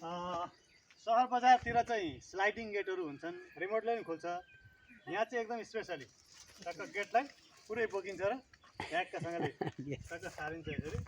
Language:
Nepali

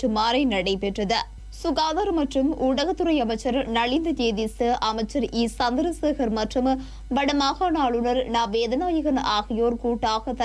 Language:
Tamil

